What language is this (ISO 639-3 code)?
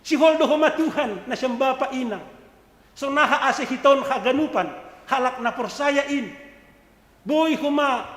bts